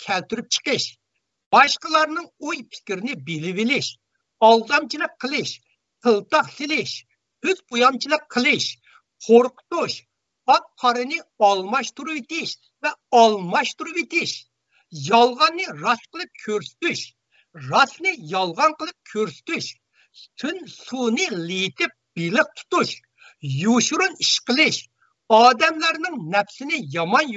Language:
Uyghur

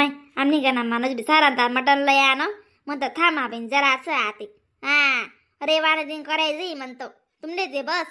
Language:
Khandesi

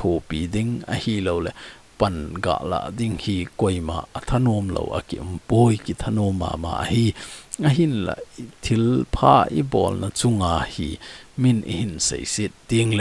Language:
Thado Chin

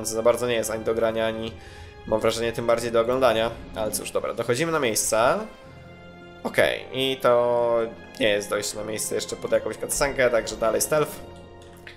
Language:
Polish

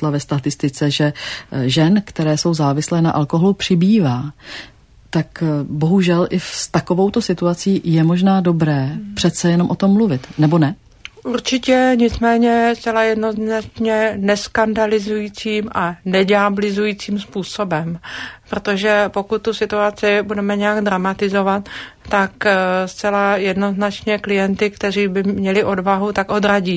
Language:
Czech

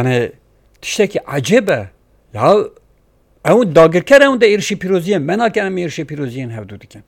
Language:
Kurdish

